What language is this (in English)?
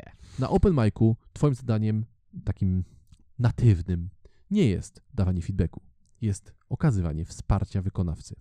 Polish